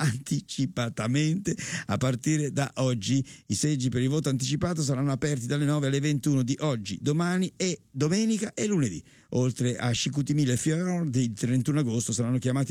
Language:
Italian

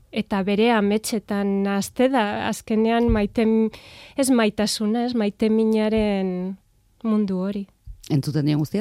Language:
Basque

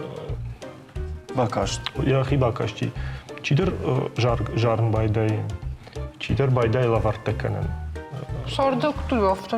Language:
Ossetic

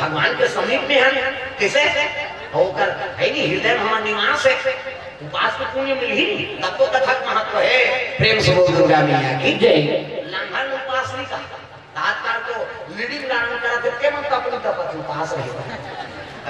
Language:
Chhattisgarhi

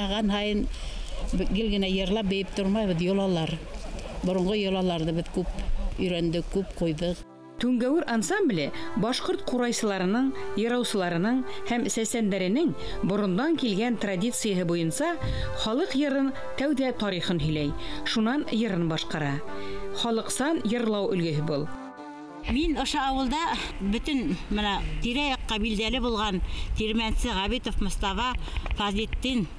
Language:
Bashkir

